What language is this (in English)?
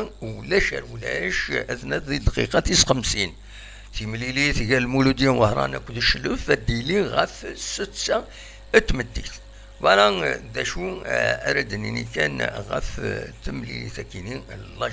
Kabyle